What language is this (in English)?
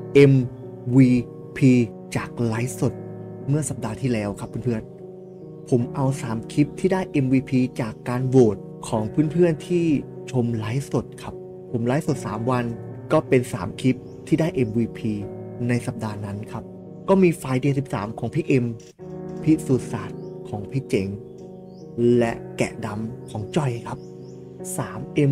Thai